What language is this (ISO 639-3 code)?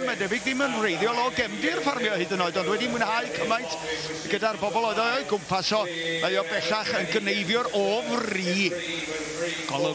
cym